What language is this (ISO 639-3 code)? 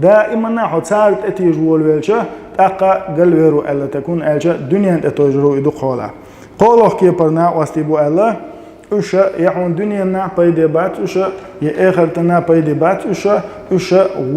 che